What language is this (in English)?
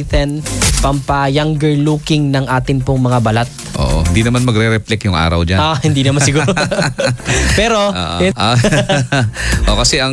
Filipino